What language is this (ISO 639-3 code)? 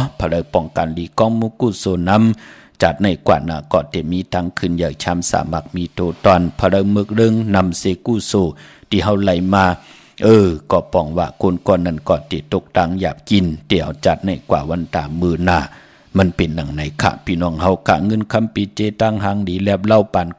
shn